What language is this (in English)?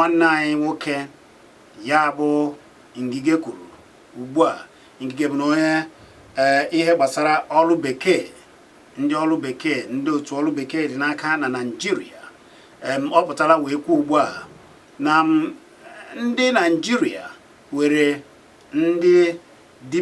Igbo